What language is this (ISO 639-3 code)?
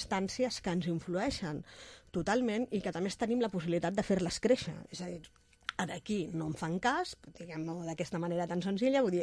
cat